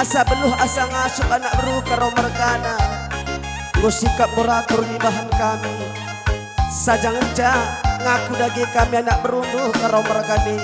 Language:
Batak Karo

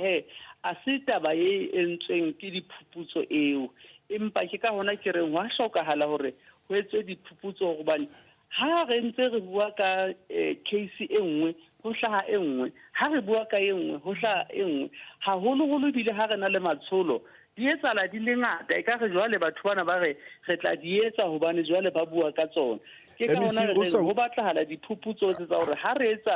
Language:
Southern Sotho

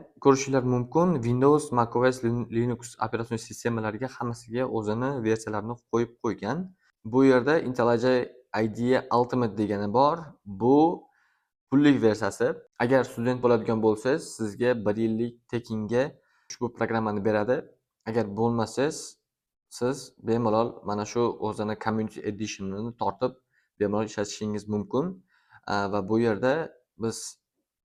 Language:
Uzbek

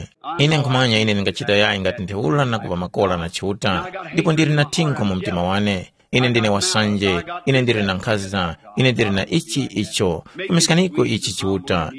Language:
Tumbuka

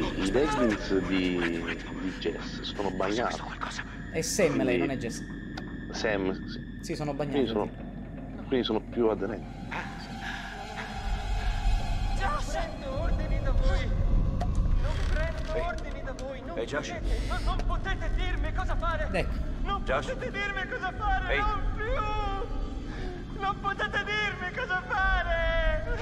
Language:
Italian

